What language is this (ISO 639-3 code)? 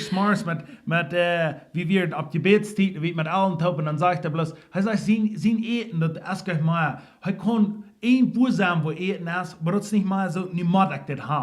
pdt